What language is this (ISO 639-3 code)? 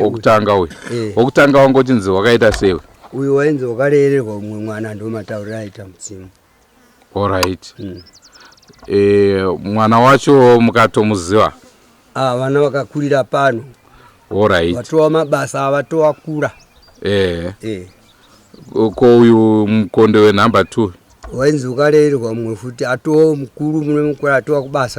sna